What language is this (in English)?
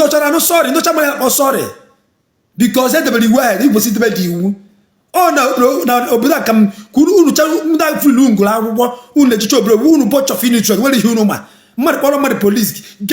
Igbo